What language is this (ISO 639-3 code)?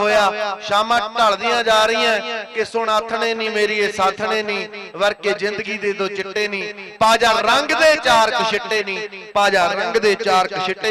pan